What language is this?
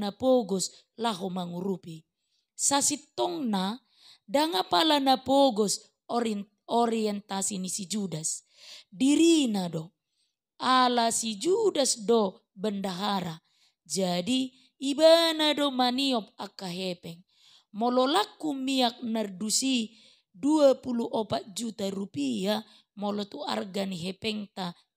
Batak Toba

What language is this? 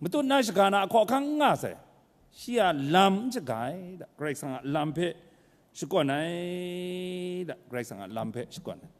Kachin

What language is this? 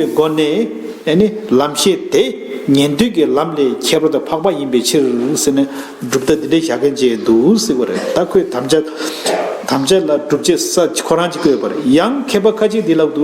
Tibetan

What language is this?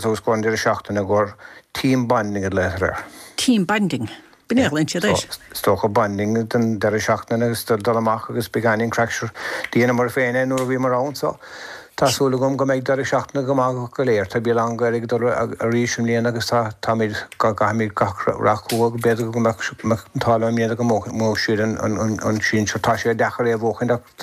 Irish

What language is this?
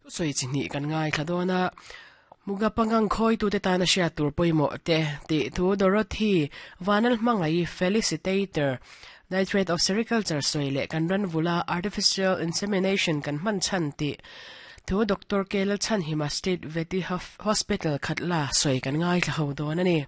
Mizo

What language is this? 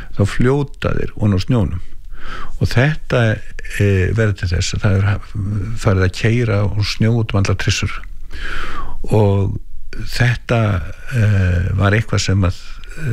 Icelandic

